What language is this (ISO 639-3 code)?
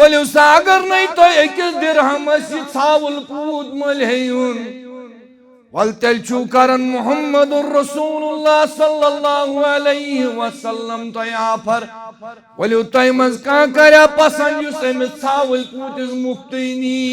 kas